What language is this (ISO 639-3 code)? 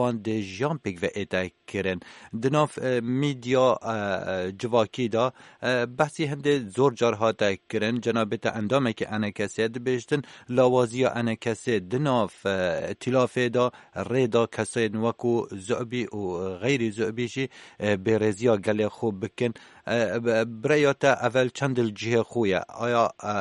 kur